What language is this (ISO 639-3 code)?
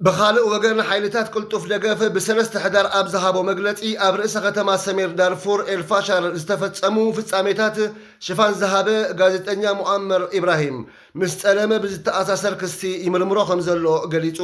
tir